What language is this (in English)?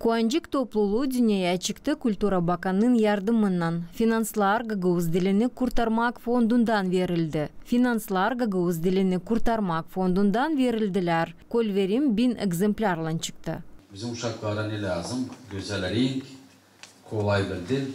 Gagauz